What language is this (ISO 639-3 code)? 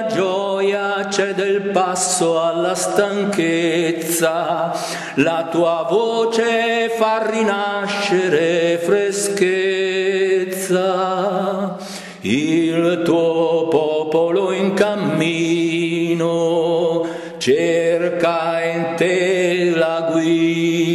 ita